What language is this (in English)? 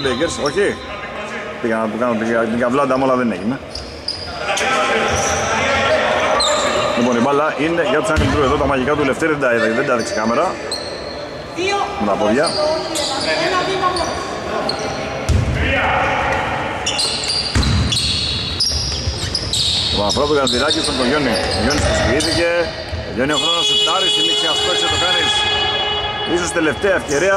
Greek